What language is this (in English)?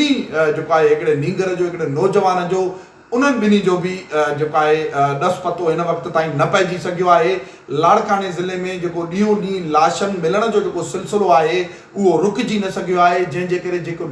Sindhi